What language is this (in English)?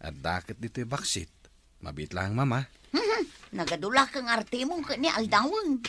Iloko